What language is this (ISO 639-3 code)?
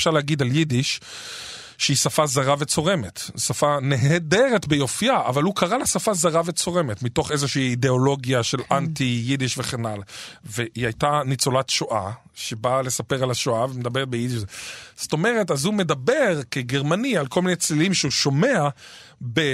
heb